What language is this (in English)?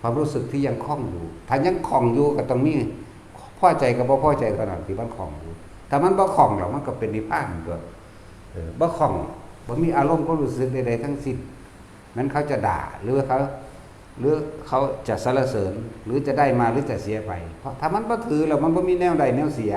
Northeastern Thai